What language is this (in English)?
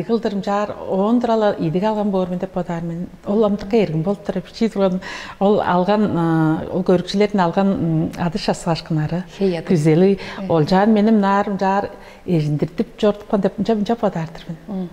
Tuvinian